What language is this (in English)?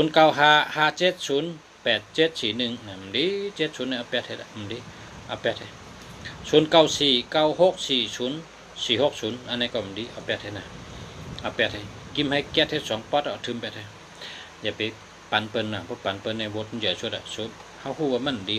Shan